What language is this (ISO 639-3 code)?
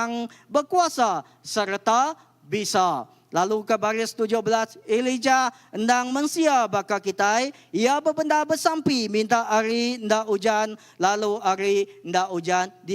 iba